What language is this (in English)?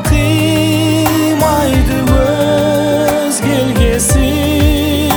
Kazakh